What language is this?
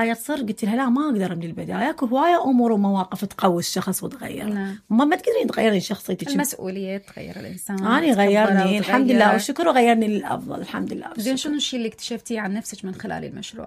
Mesopotamian Arabic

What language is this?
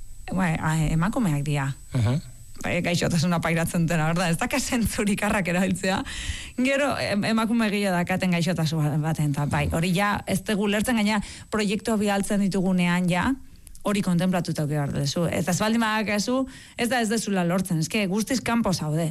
Basque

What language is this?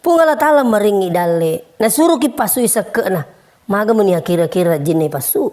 Buginese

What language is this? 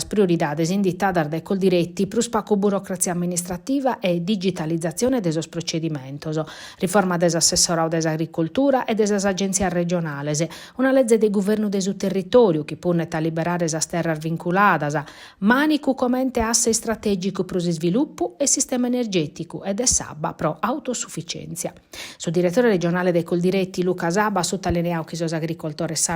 Sardinian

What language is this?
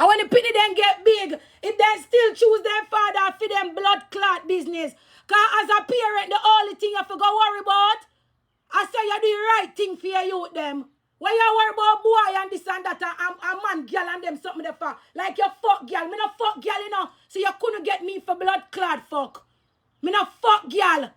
Jamaican Creole English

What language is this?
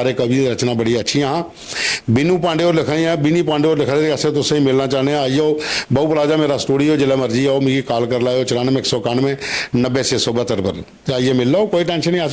Dogri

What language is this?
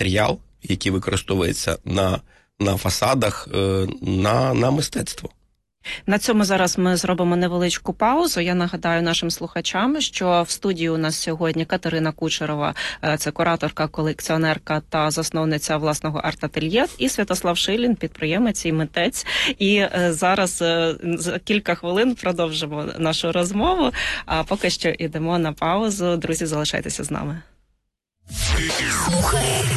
Ukrainian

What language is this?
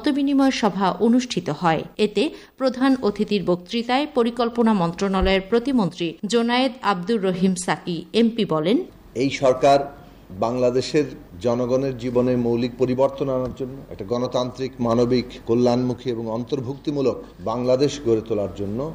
Bangla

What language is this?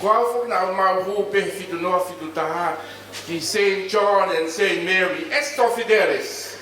Tongan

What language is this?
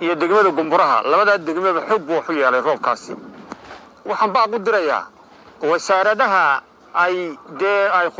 Somali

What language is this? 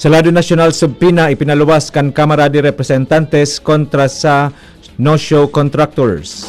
Bikol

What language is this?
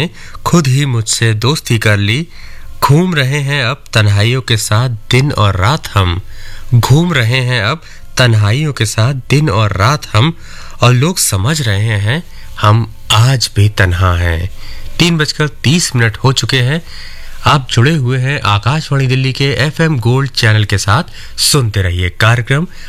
Hindi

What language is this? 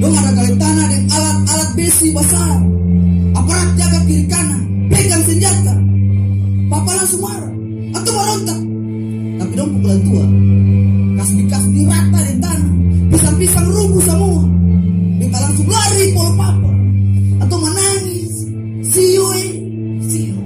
Ambonese Malay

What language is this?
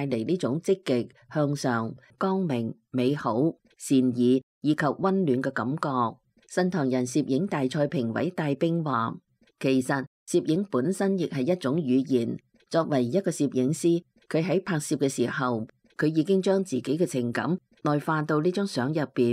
Cantonese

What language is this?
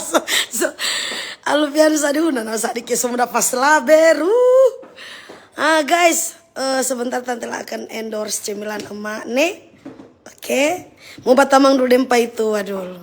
Manado Malay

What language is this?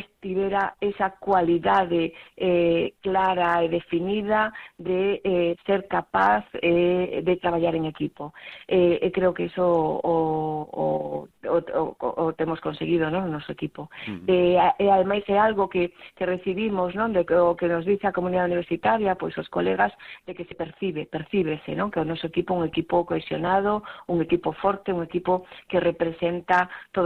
Galician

